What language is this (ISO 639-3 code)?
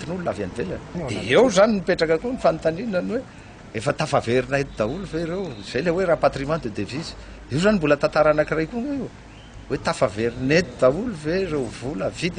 mlg